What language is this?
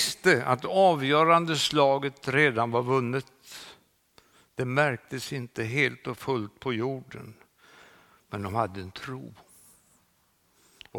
Swedish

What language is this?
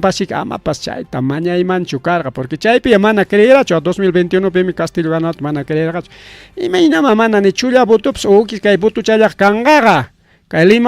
Ayacucho Quechua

